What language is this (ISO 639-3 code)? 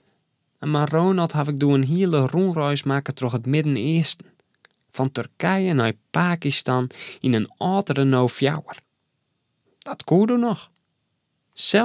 fry